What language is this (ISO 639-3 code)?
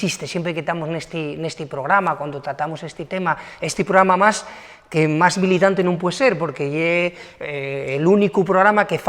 ast